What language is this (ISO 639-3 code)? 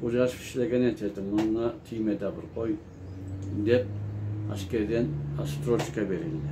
krc